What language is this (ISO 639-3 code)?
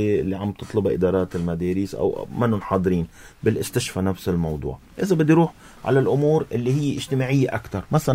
apc